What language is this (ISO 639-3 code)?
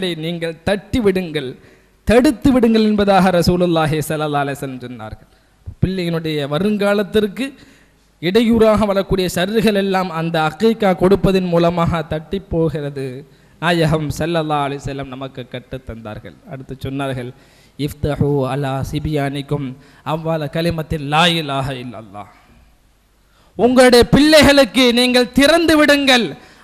tam